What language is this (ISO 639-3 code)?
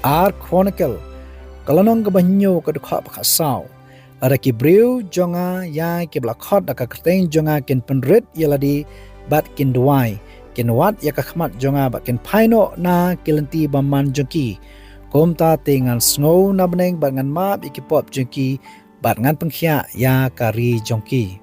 kha